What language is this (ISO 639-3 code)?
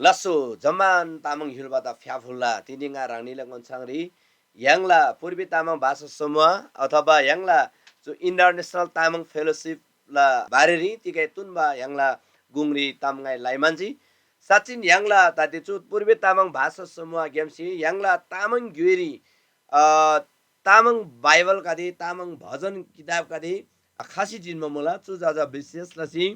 taj